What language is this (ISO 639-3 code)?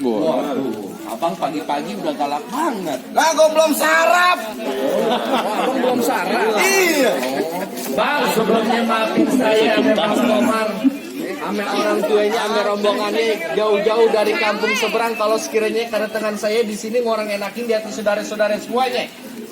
bew